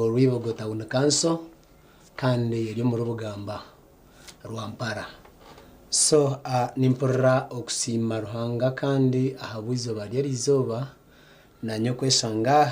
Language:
Nyankole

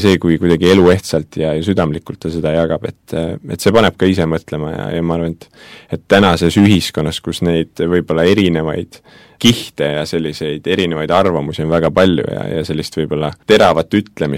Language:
Estonian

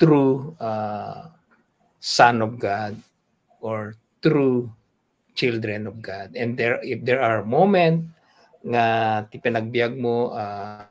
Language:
Iloko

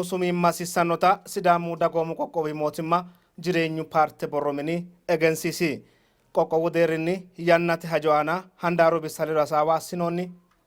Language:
Sidamo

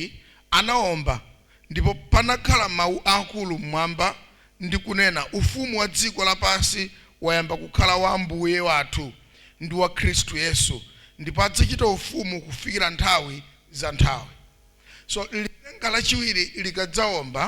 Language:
Nyanja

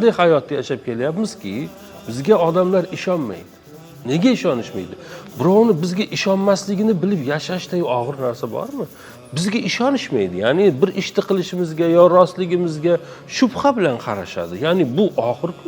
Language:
Uzbek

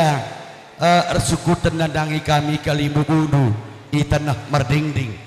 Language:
Batak Karo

